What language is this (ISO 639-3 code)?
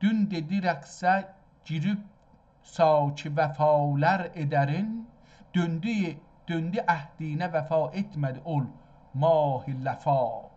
azb